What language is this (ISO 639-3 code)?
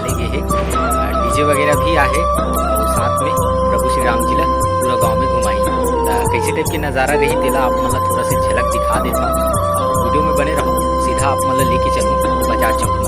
hne